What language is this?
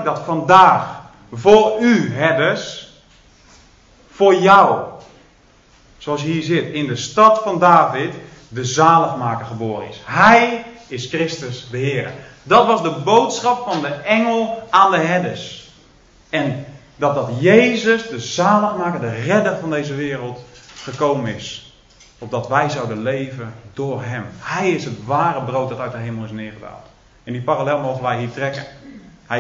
Dutch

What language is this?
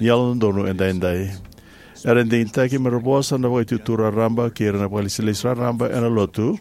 Fijian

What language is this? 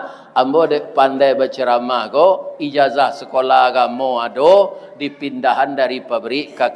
Minangkabau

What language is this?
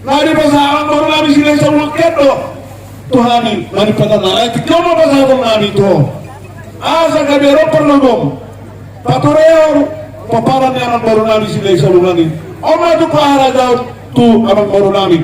Batak Toba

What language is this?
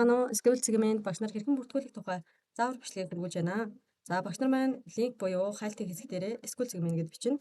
Mongolian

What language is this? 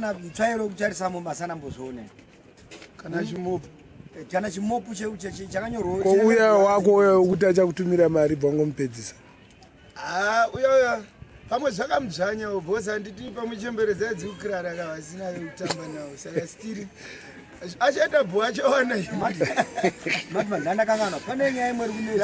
Shona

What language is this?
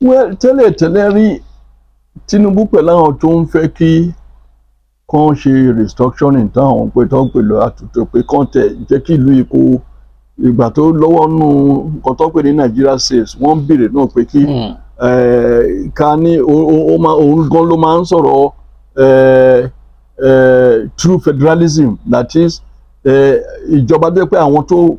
Yoruba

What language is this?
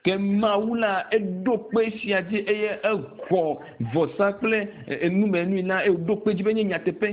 Ewe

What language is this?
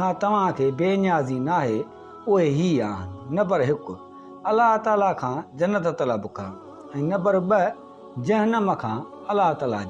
Sindhi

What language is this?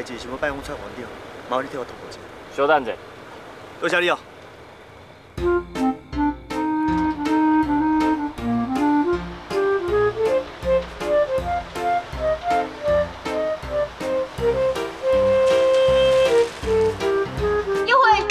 Min Nan Chinese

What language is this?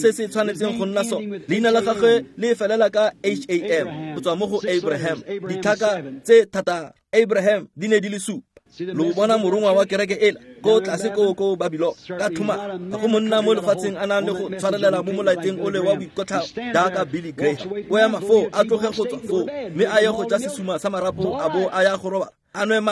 Tswana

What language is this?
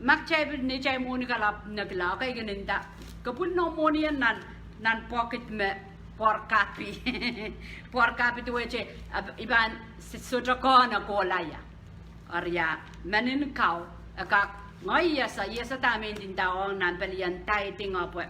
Pohnpeian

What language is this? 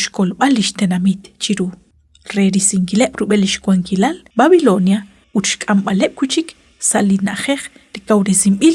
Kekchí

